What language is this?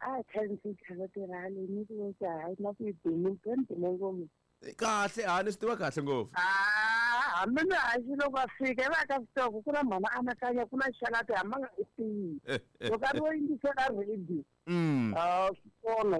Tsonga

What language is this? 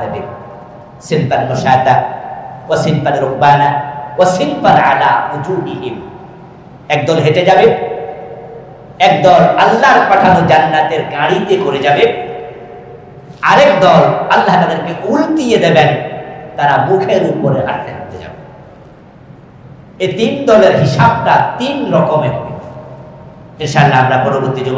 Bangla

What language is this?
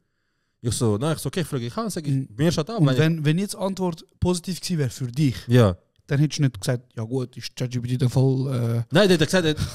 Swiss German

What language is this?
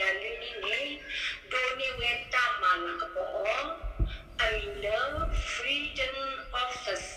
S'gaw Karen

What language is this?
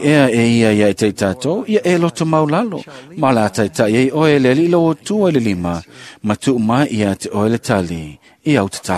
Samoan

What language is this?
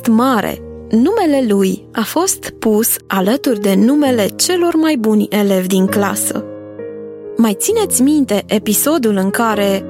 Romanian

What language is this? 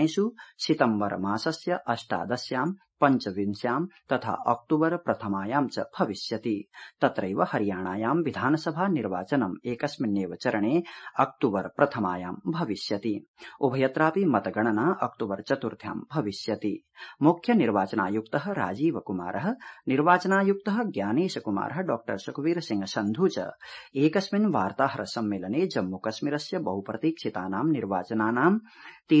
Sanskrit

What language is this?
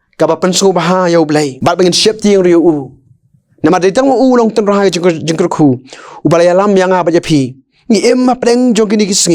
Khasi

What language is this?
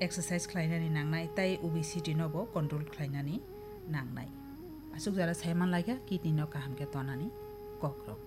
Kok Borok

